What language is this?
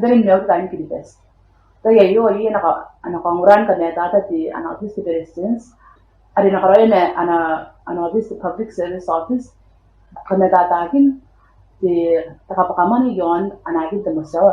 Gilbertese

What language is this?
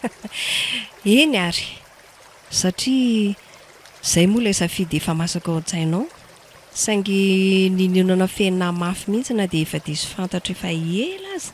Malagasy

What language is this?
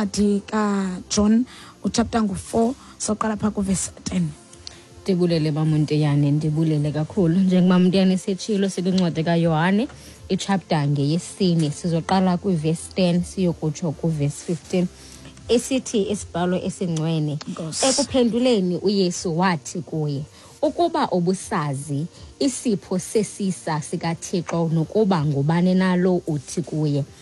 Xhosa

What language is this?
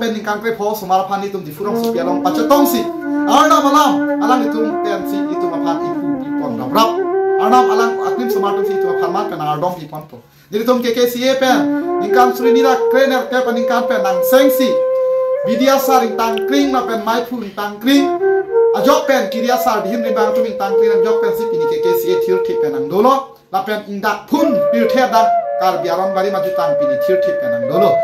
Karbi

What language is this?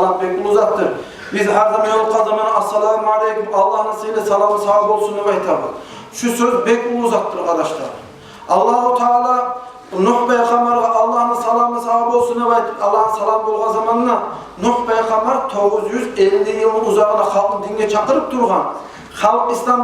Kumyk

